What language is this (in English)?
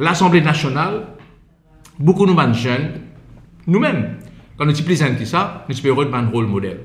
Morisyen